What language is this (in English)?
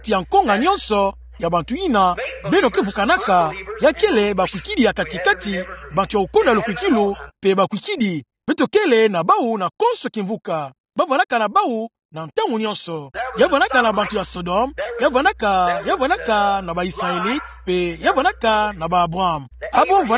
Kituba (Democratic Republic of Congo)